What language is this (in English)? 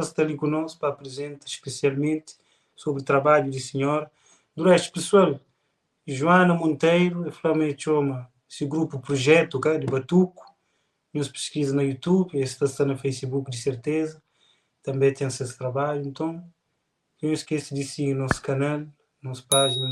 Kabuverdianu